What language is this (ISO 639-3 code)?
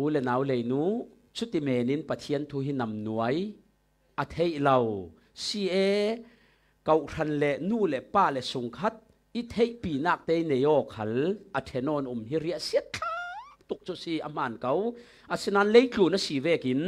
cfm